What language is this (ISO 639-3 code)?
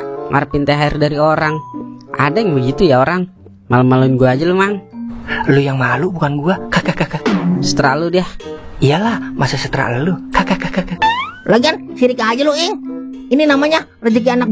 bew